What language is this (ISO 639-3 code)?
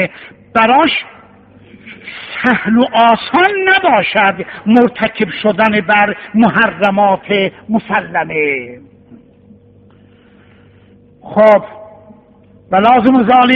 fas